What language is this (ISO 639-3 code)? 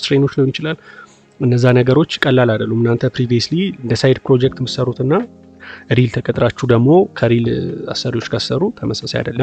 amh